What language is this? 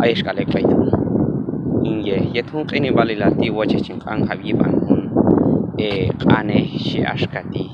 Q'anjob'al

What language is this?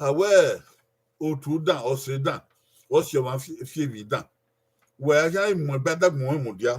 Bini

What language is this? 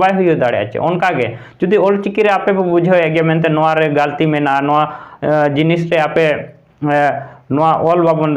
Santali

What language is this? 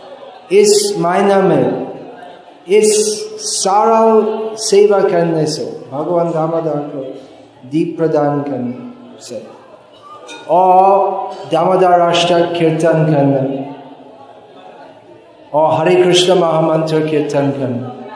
Hindi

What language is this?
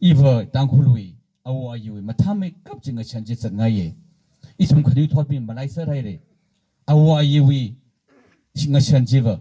Tangkhul Naga (India)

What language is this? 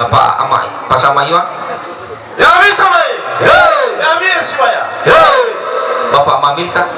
Nias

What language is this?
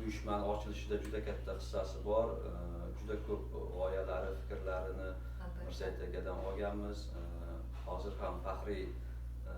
Uzbek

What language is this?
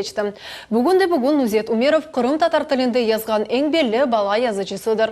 Crimean Tatar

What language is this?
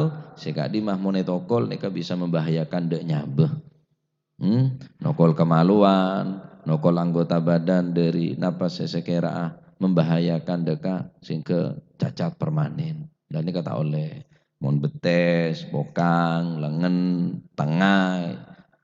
Madurese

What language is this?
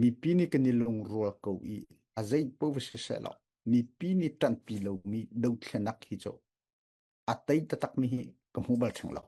Falam Chin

